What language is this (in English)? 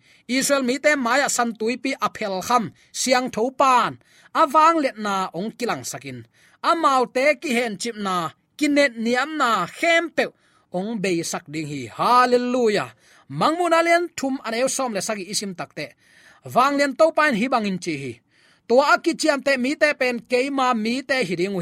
Tedim Chin